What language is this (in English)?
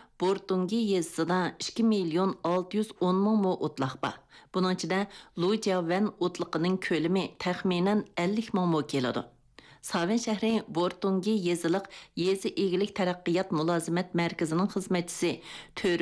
Uyghur